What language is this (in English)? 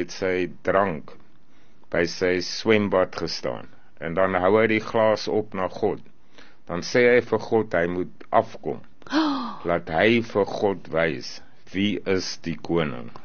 Afrikaans